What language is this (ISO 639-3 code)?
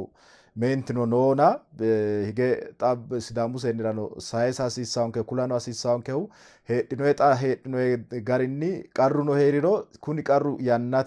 sid